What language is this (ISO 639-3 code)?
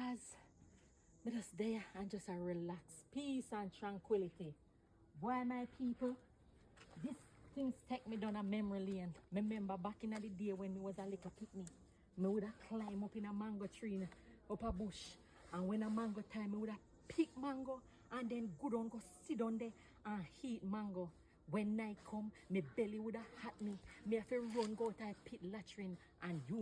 jam